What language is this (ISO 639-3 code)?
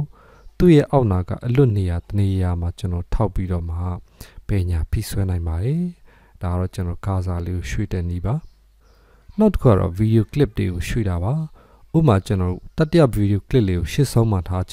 mya